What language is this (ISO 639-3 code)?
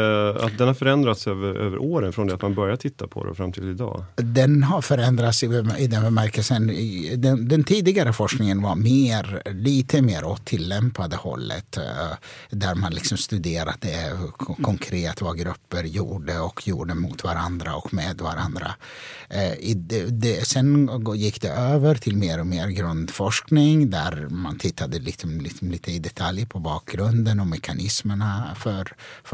swe